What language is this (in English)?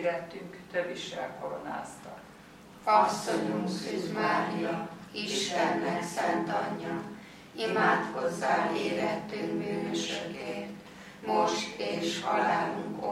Hungarian